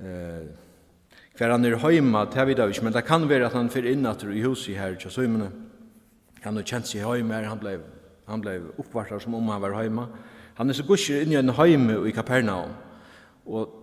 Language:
Faroese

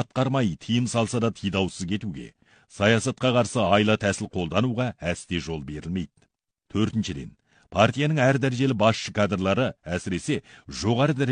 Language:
Kazakh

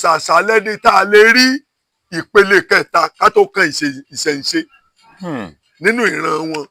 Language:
Yoruba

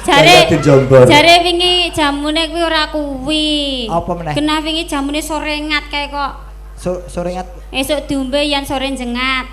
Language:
Javanese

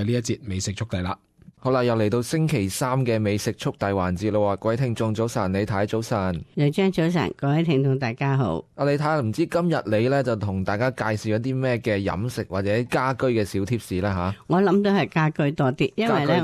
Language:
Cantonese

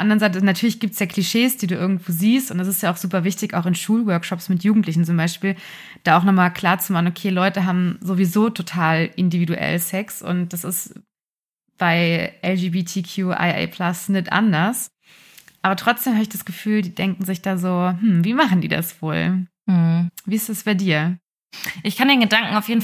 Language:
German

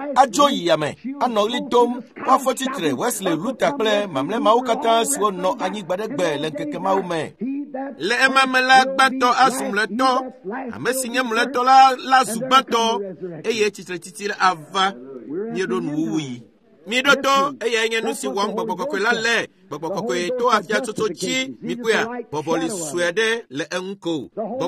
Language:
Ewe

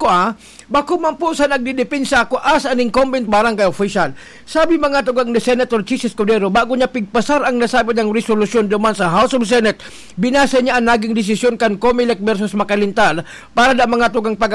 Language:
Bikol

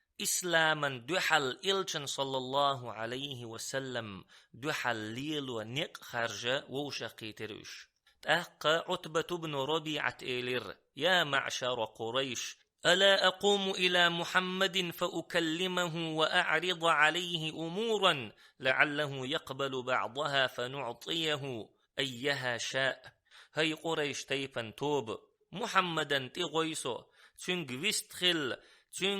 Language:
Chechen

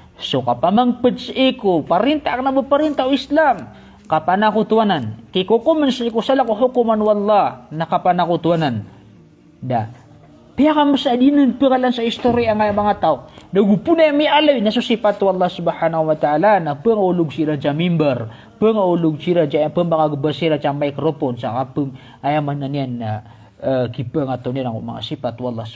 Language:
Maranao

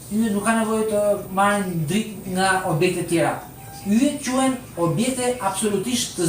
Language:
Albanian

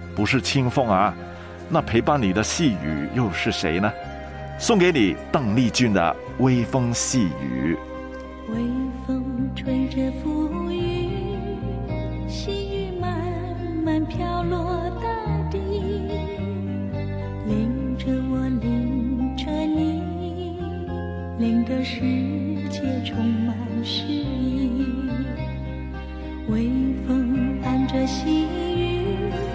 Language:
Chinese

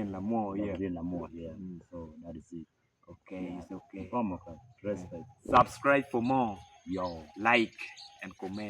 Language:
Acoli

